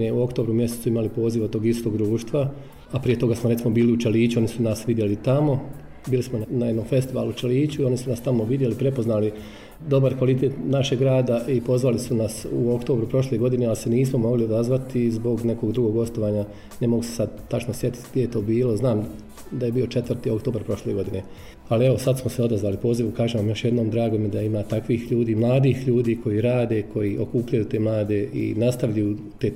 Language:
Bosnian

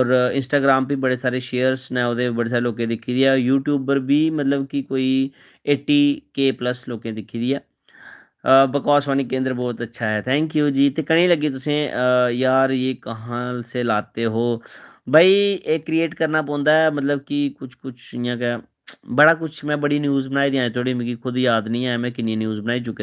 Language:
Dogri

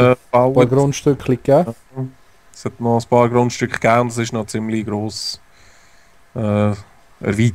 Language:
Swiss German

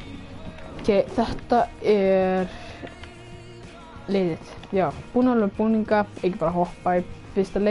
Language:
Icelandic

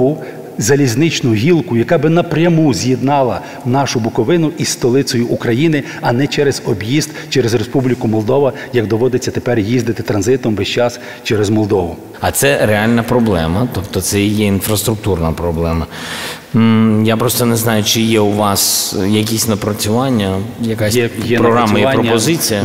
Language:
Ukrainian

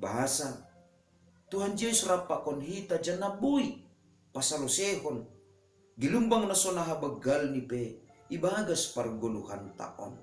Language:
Batak Simalungun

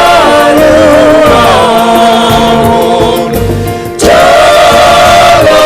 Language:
Batak Simalungun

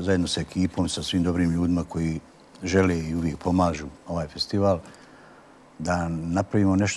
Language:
Bosnian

